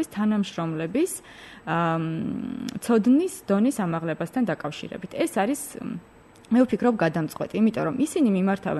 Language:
Georgian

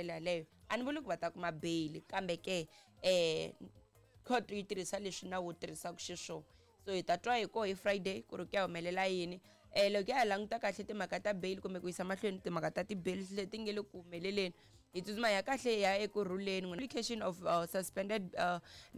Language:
Tsonga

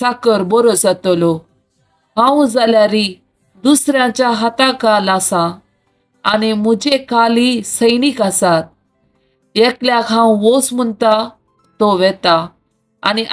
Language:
Konkani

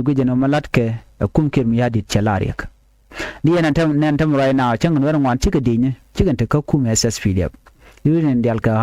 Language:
Nuer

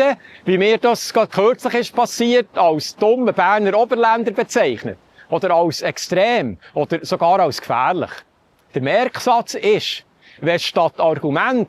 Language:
Swiss German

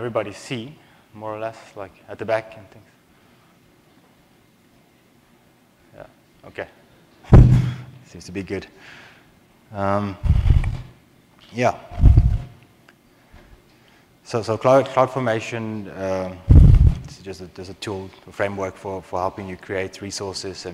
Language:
English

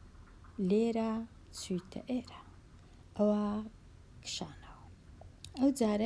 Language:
Central Kurdish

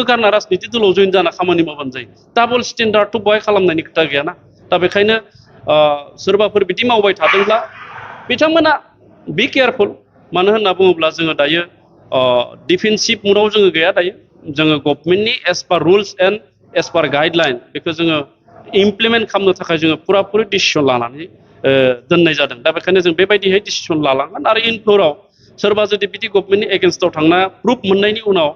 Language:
Bodo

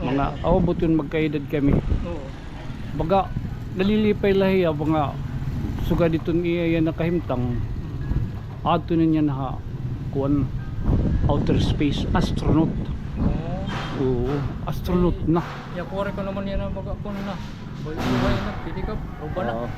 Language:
Waray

